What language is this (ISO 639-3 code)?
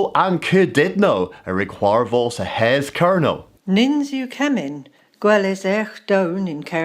cor